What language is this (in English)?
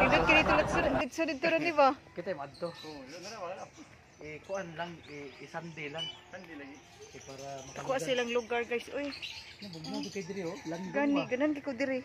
Cebuano